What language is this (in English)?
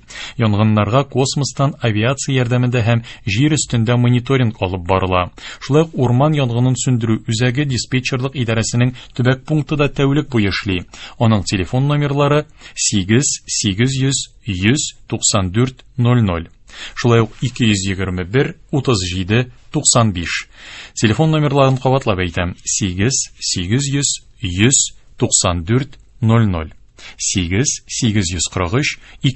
Tatar